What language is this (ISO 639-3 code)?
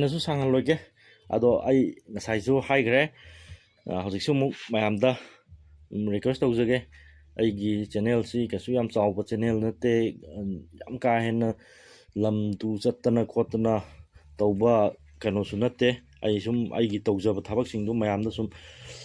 mni